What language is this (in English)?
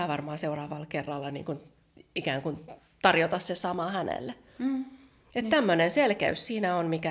Finnish